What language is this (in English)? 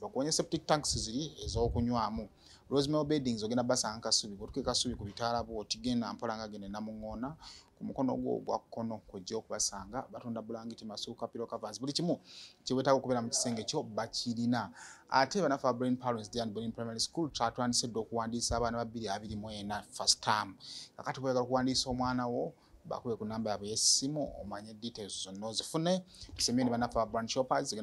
Ganda